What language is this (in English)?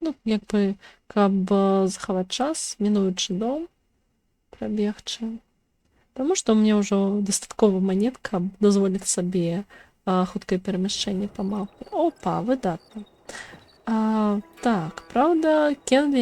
Belarusian